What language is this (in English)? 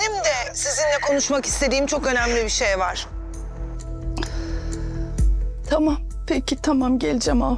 Turkish